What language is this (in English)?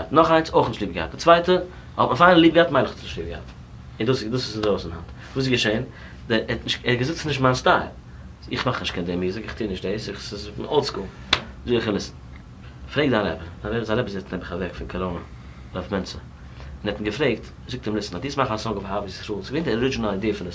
Yiddish